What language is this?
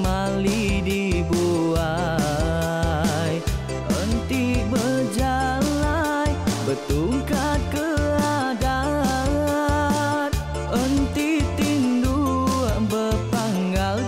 Iban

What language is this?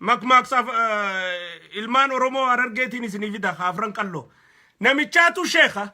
Oromo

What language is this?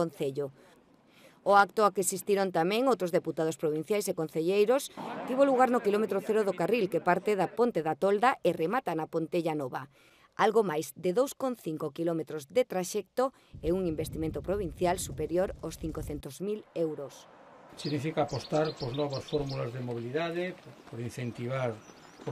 Galician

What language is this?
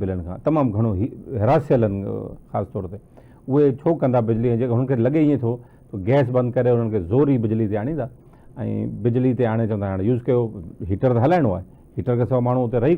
Sindhi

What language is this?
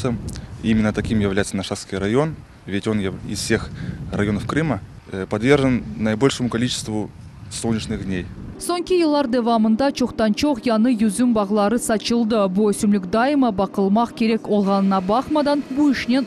Crimean Tatar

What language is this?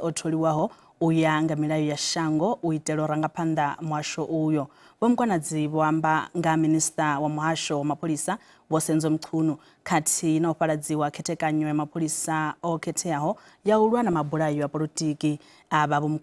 Venda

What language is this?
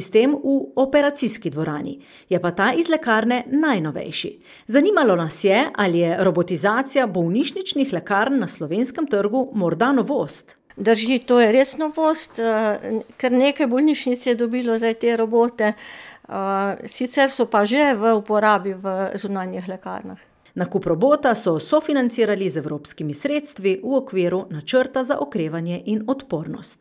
Slovenian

